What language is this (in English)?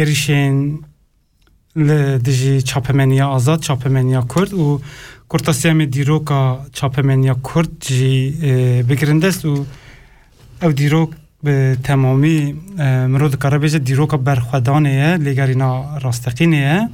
Kurdish